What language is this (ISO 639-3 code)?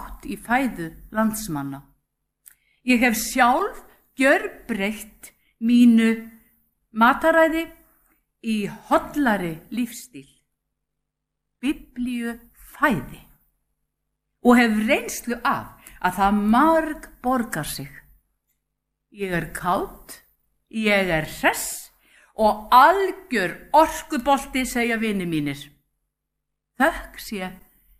isl